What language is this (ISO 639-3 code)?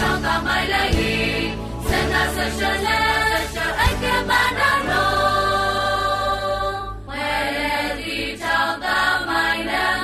mya